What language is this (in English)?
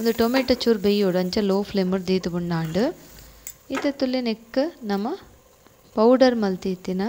Tulu